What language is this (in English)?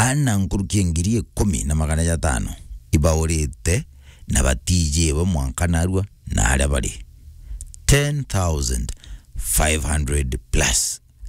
Meru